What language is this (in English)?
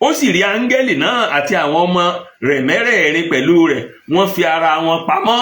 Yoruba